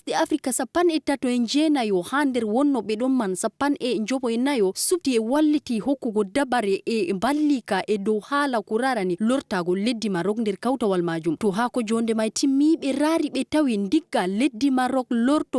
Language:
Fula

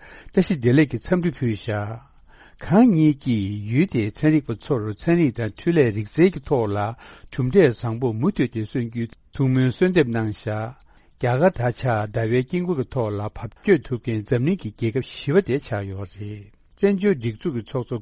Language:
Tibetan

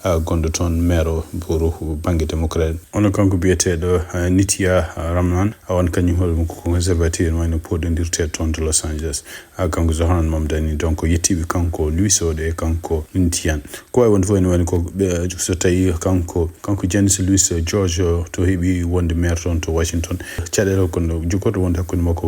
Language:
Fula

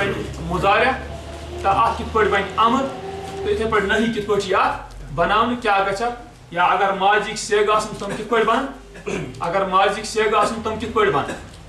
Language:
Kashmiri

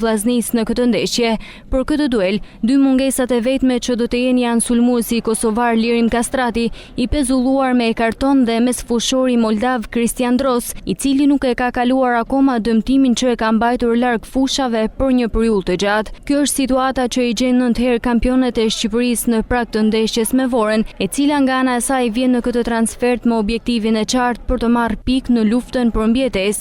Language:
Albanian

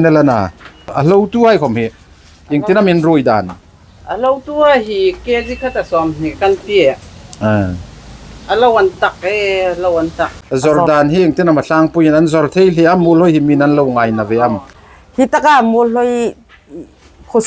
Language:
Hmar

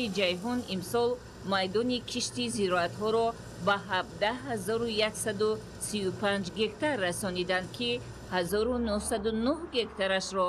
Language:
Tajik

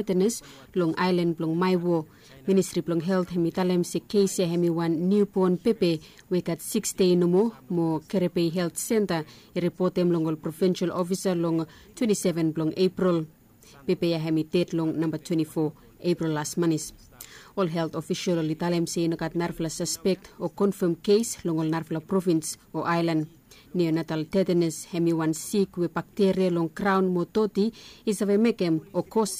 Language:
Bislama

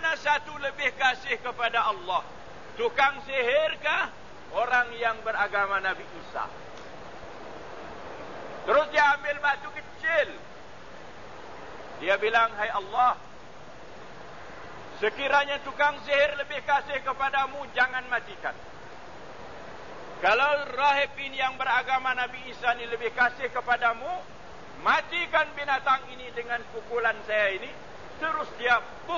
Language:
Malay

